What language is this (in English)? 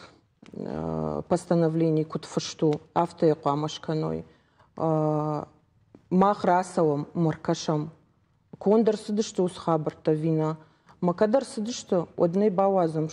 Ossetic